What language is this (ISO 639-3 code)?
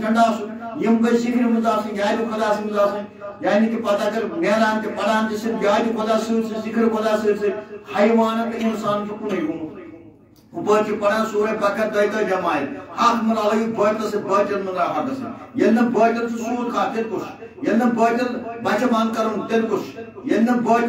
kas